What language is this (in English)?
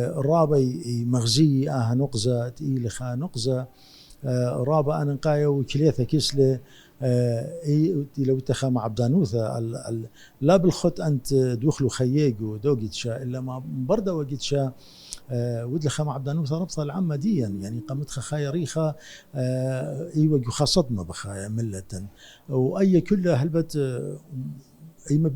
Assyrian Neo-Aramaic